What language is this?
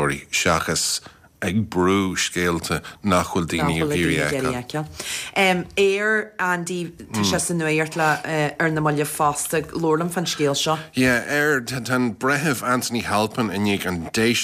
Irish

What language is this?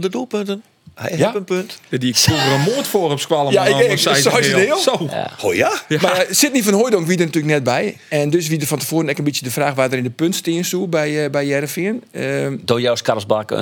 Western Frisian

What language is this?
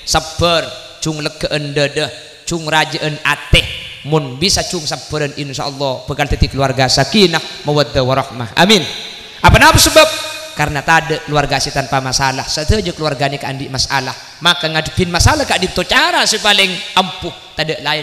Madurese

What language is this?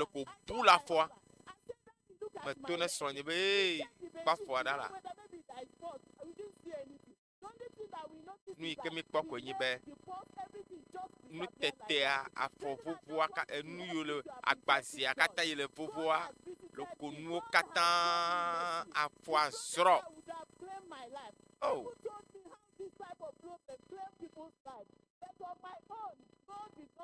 Ewe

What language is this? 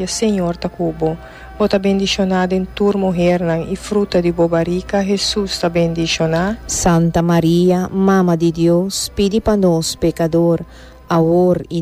Papiamento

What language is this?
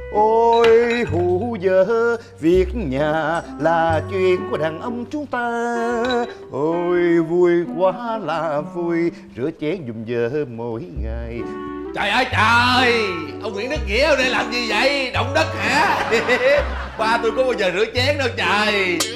Vietnamese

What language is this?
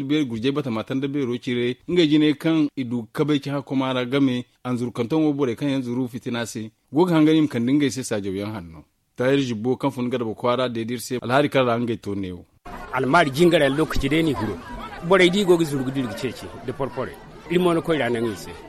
Zarma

